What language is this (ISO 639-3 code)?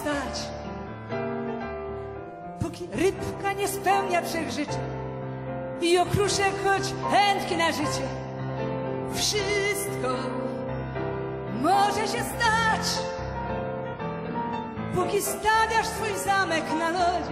pol